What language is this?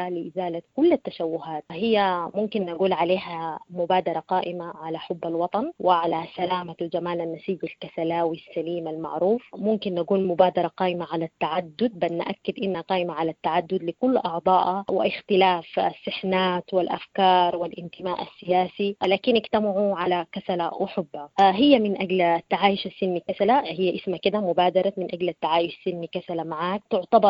Sudanese Arabic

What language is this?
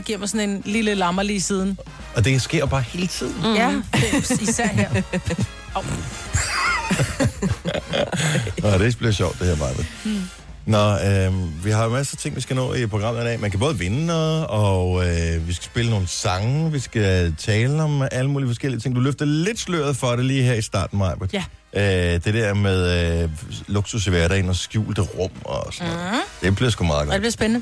Danish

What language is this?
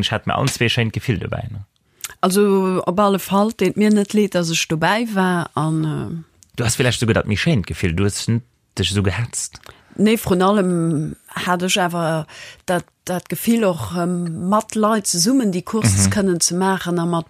Luxembourgish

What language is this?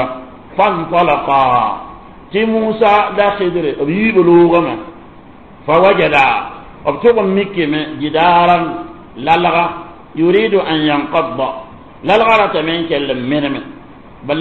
Mossi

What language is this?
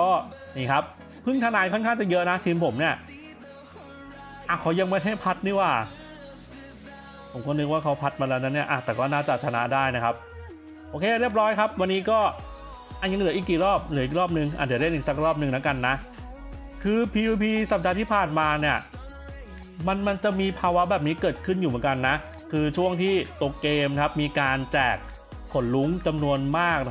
Thai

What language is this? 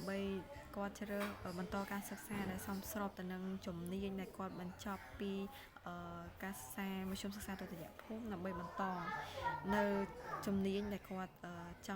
Khmer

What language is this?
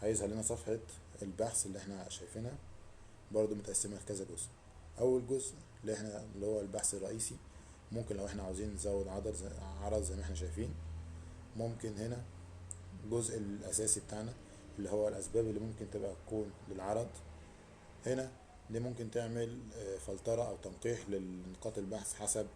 Egyptian Arabic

